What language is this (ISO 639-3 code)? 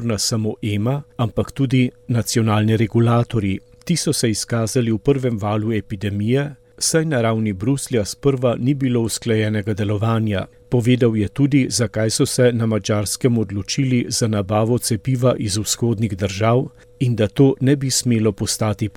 slv